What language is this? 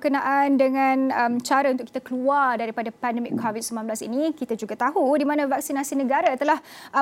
Malay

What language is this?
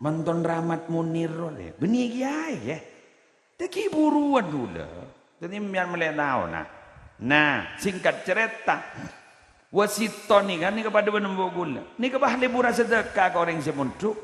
Madurese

